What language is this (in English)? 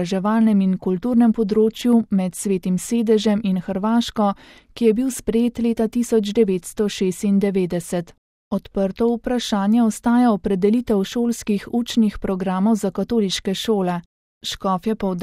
Slovenian